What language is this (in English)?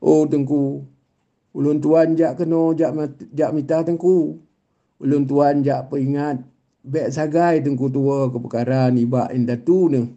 Achinese